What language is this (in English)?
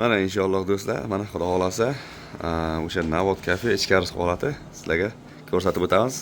Uzbek